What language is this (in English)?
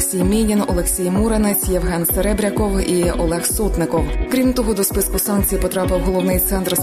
Ukrainian